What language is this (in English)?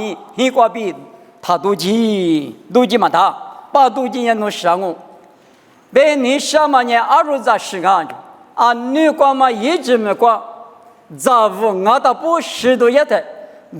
Lisu